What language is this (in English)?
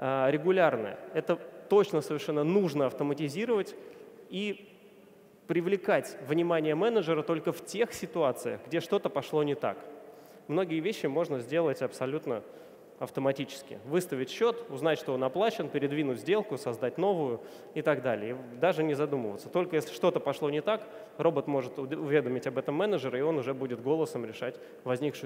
Russian